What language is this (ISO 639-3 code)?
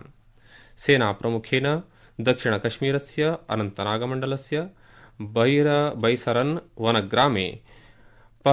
san